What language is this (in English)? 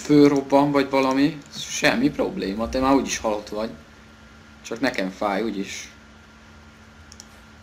Hungarian